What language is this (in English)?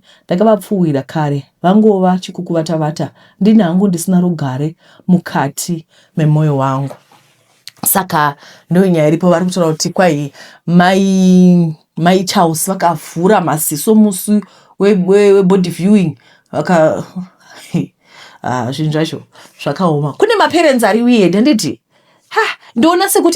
Shona